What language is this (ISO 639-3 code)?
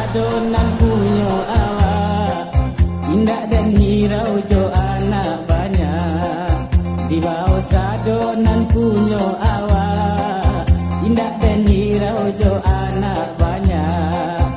min